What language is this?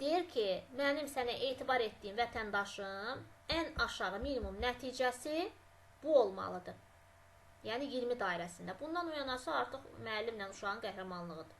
Azerbaijani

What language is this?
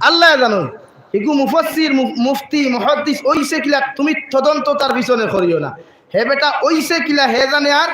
Sylheti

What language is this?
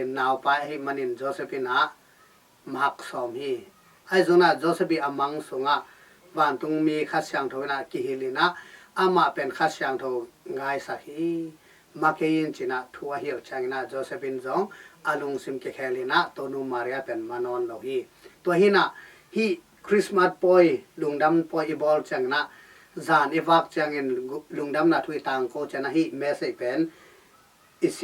Tedim Chin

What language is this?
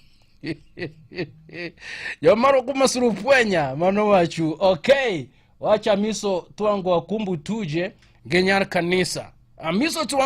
Luo (Kenya and Tanzania)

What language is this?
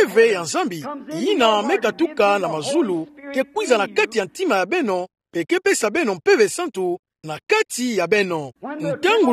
Kituba (Democratic Republic of Congo)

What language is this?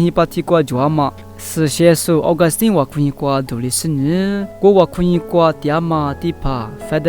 Lisu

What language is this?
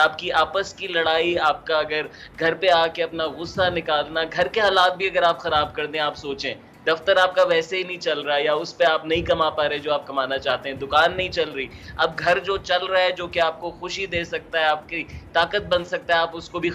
Urdu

